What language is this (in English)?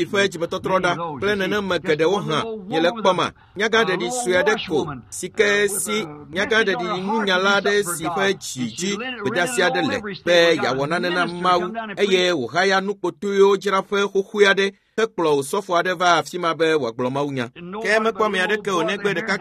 Ewe